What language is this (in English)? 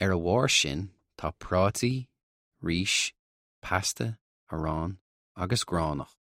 Irish